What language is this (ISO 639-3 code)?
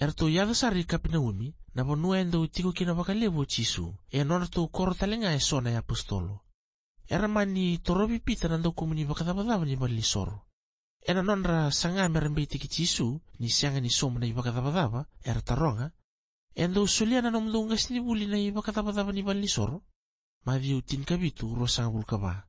fij